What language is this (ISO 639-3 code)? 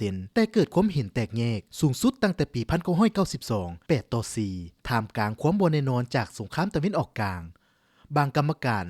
lao